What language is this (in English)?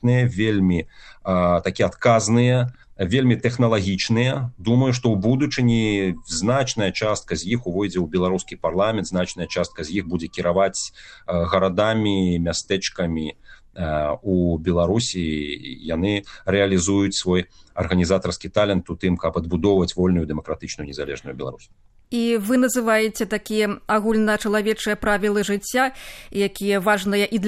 Belarusian